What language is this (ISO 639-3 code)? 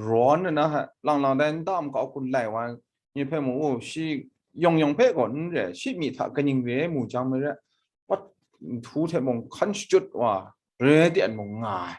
kac